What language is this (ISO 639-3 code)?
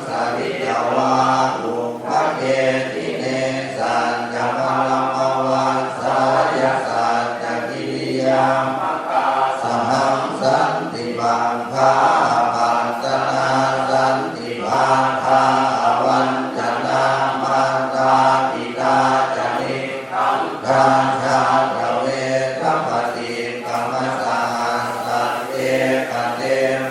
pli